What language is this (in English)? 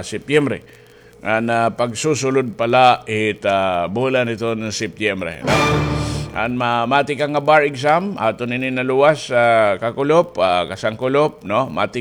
Waray